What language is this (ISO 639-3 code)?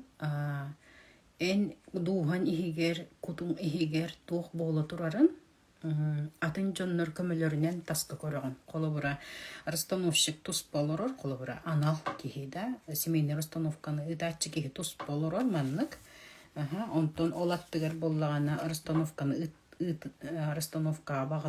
sah